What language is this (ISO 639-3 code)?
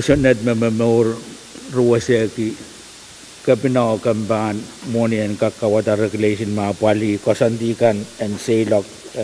pon